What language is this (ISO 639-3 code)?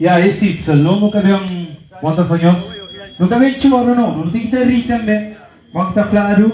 kea